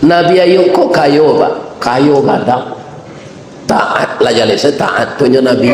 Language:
Minangkabau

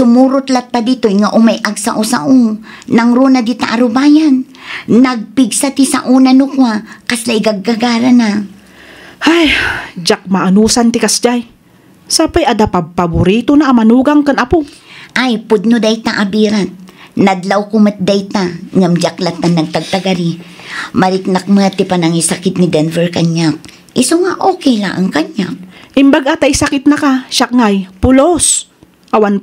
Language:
Iloko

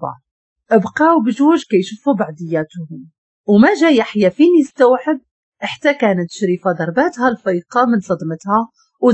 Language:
Moroccan Arabic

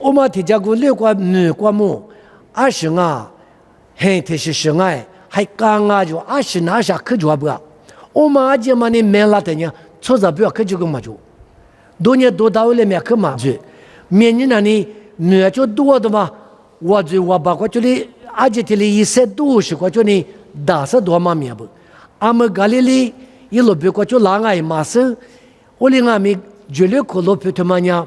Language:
Lisu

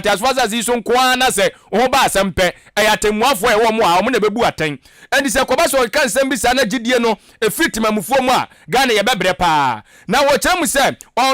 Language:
Akan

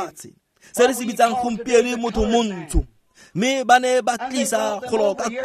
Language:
Tswana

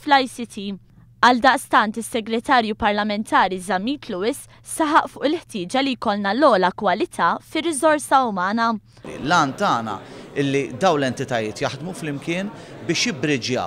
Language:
Maltese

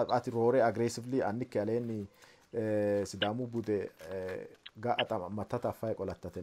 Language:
Sidamo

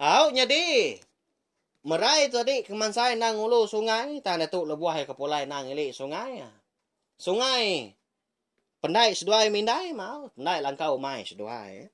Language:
Iban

